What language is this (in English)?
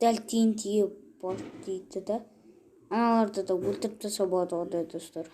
Kazakh